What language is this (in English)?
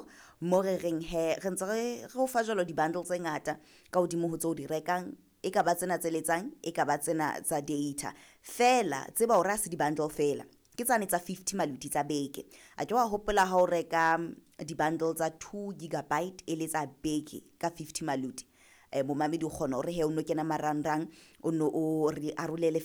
Southern Sotho